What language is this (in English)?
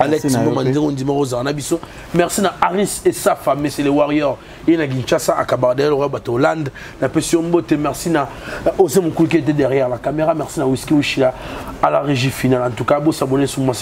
Lingala